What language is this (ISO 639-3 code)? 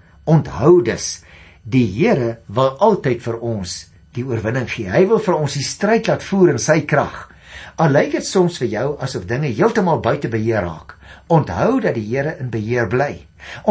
afr